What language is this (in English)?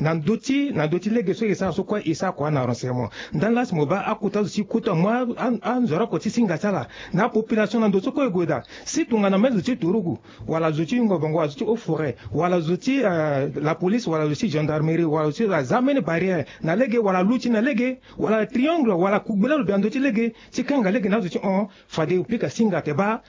Sango